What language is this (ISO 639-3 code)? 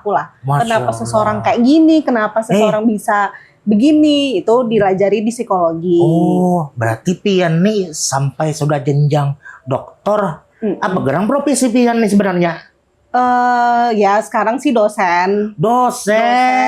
bjn